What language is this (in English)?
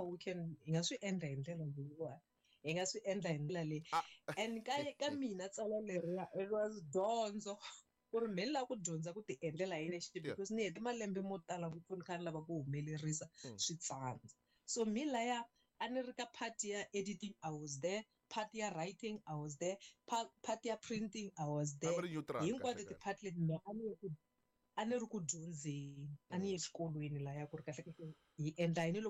Tsonga